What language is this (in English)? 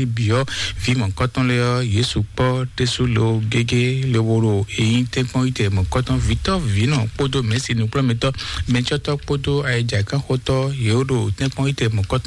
Fon